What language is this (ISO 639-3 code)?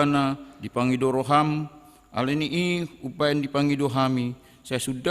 bbc